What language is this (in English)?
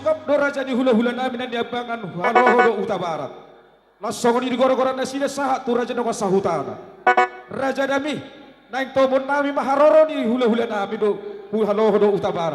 Batak Toba